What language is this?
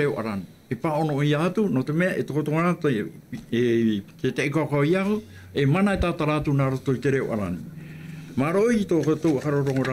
Tahitian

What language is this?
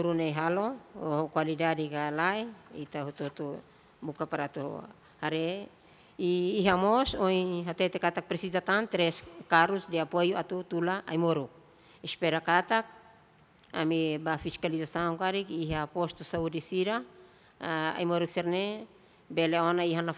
Tetum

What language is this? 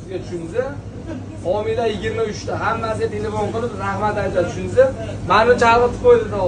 Uzbek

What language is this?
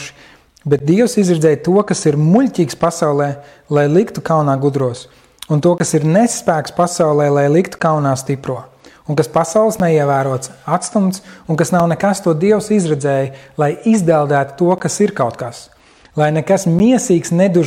Latvian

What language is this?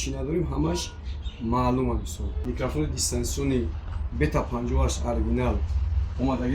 Tajik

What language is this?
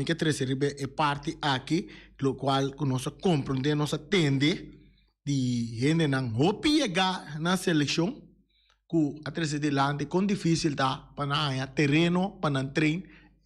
Papiamento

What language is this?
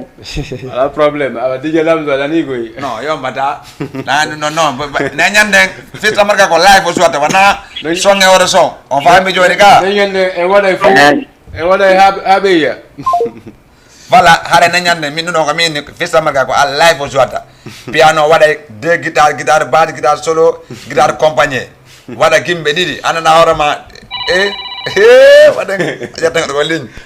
Fula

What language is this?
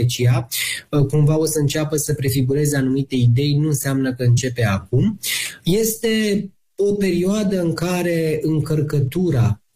Romanian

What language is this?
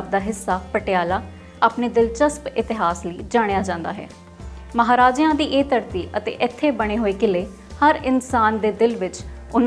Punjabi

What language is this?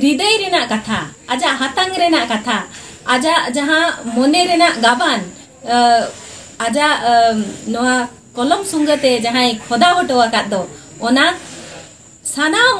Santali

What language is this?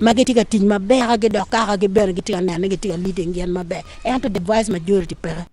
Acoli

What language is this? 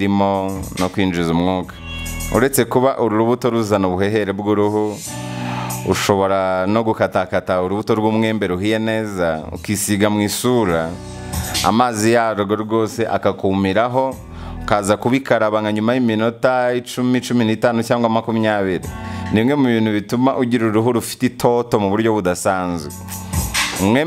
Kinyarwanda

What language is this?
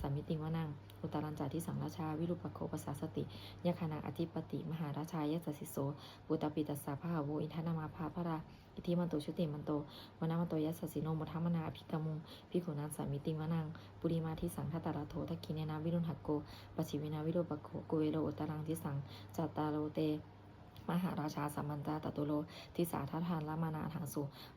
Pali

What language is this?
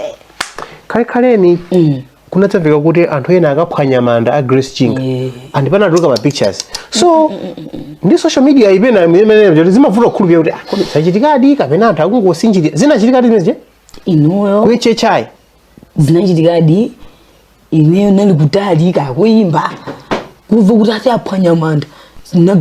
Nyanja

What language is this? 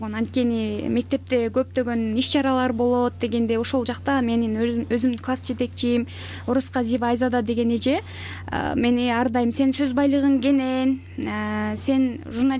Kyrgyz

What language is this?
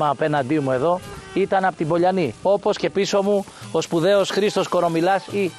Greek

